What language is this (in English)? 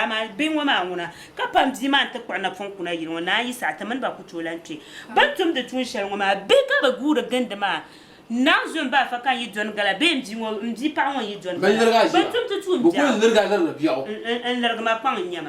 Dagbani